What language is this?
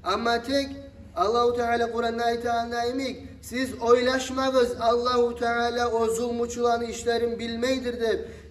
Kumyk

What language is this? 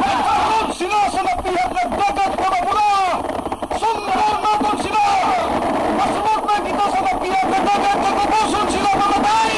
Hiligaynon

